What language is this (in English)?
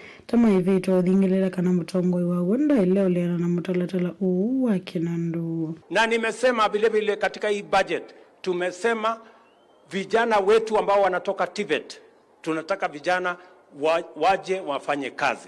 Kamba